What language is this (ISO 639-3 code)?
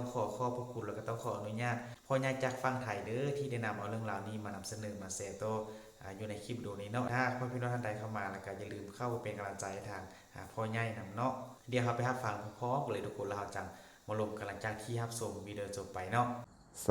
tts